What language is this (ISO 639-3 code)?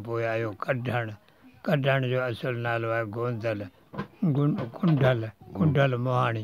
snd